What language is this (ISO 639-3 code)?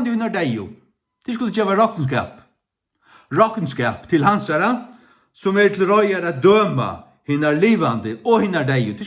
fao